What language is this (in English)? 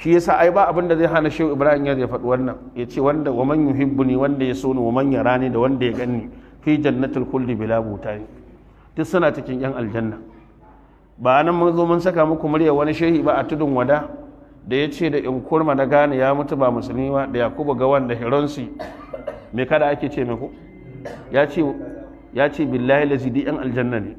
Hausa